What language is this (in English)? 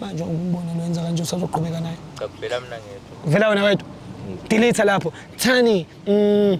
Zulu